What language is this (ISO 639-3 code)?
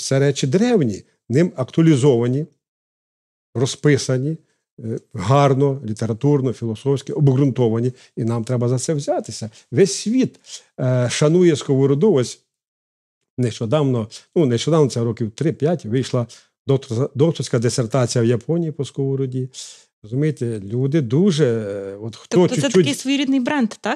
ukr